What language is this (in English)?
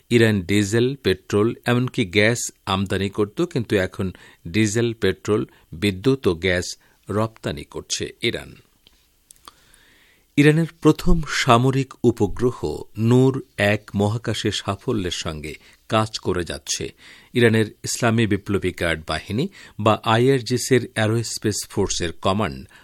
Bangla